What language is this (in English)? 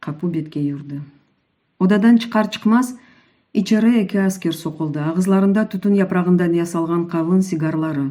Crimean Tatar